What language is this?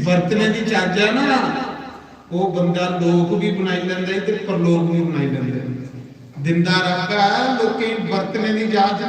Dogri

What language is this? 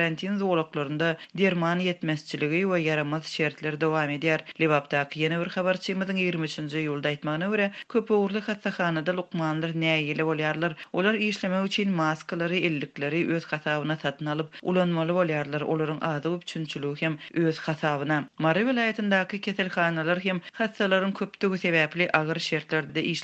Turkmen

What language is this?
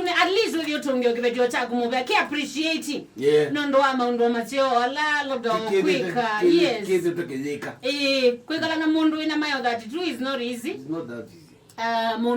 Kamba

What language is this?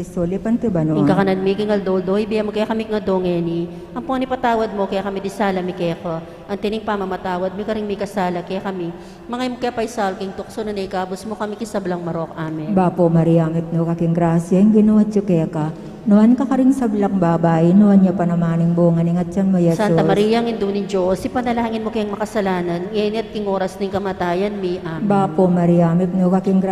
Pampanga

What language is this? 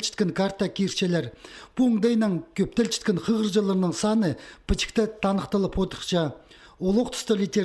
Khakas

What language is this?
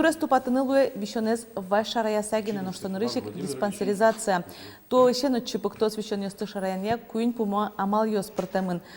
Udmurt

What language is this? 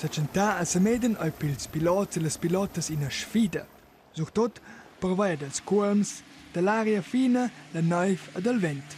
Romansh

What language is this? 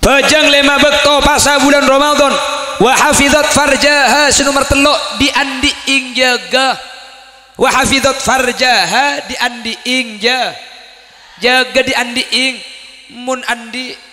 Madurese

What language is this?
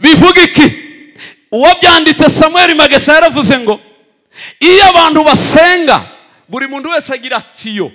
Kinyarwanda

